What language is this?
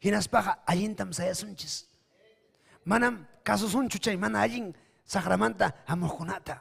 Ayacucho Quechua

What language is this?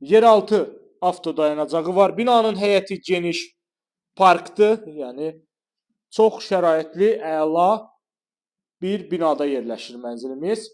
Azerbaijani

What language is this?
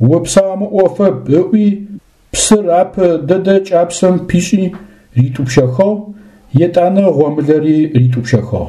Adyghe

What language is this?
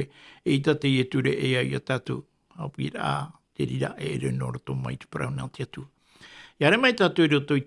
Tahitian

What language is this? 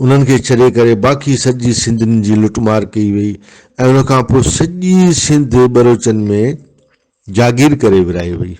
Brahui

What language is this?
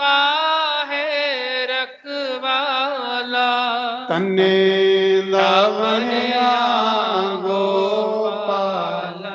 Dogri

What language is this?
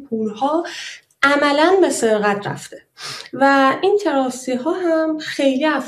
Persian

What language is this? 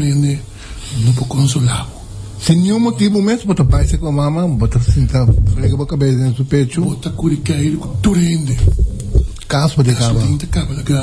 Papiamento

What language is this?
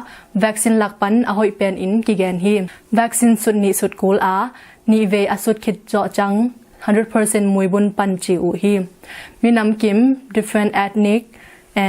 Tedim Chin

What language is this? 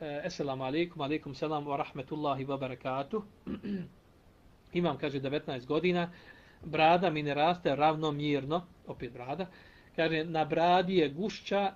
Bosnian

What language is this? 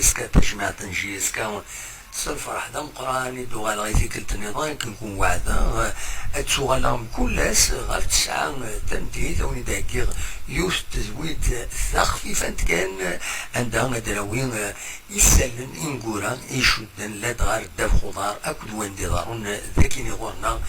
Kabyle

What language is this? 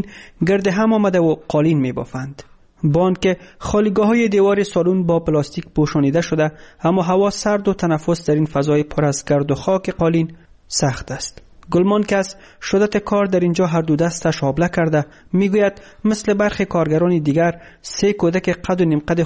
Persian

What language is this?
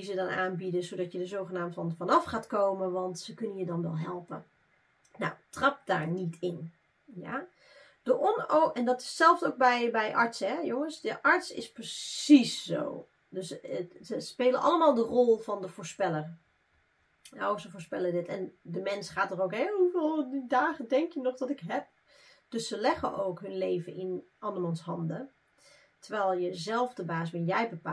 Dutch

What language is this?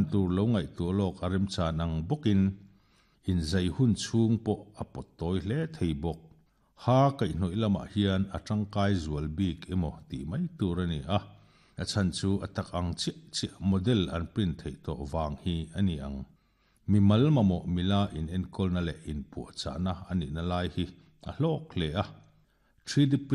Mizo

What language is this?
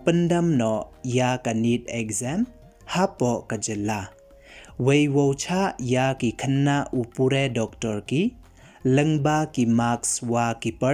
Pnar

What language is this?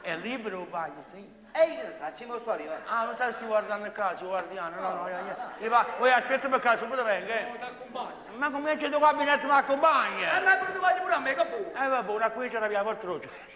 Neapolitan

